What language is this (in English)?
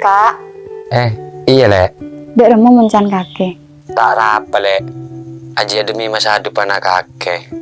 Madurese